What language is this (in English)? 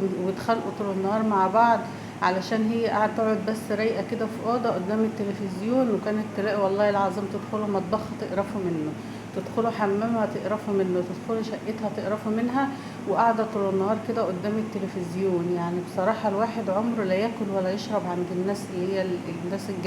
Egyptian Arabic